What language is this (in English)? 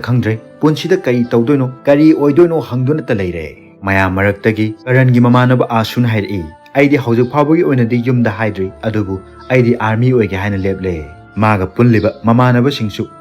Manipuri